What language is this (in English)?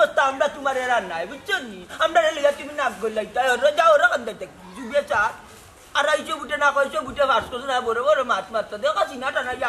Sylheti